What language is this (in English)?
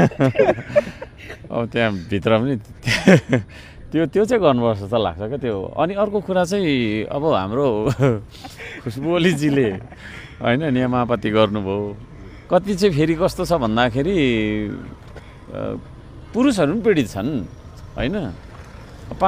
Nepali